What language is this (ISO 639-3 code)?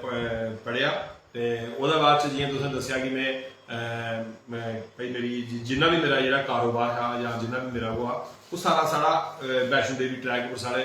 doi